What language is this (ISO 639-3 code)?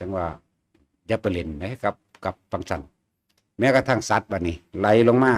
tts